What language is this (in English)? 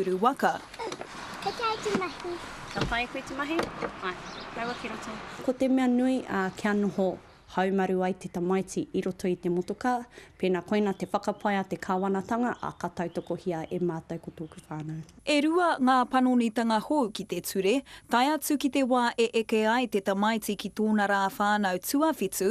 Māori